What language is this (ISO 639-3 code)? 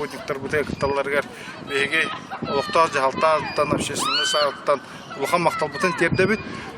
sah